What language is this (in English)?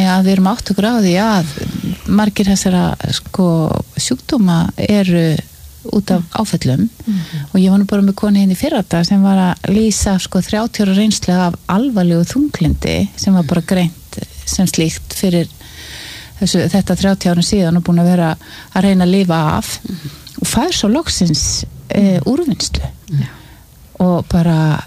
Icelandic